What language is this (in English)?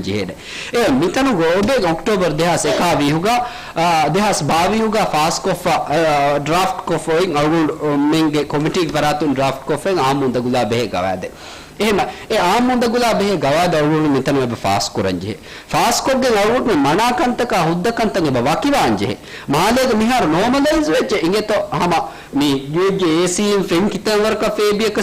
Divehi